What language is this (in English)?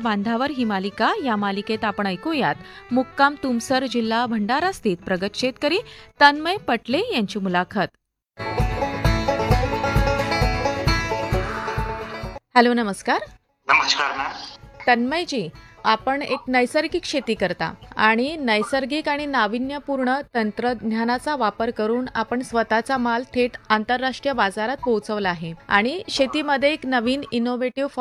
Marathi